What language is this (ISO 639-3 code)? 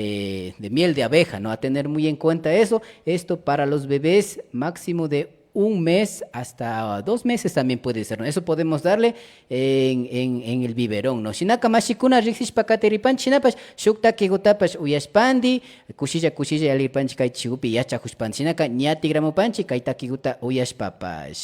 qvi